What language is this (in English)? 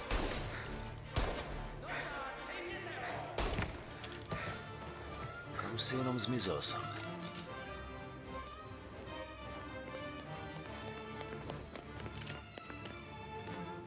Czech